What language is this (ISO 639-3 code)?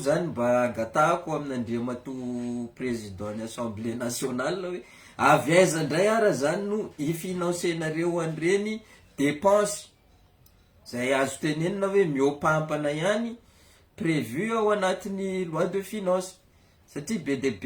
mlg